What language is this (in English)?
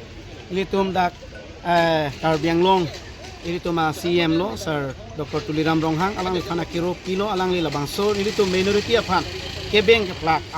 Karbi